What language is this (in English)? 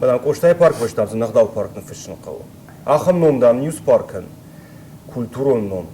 Ossetic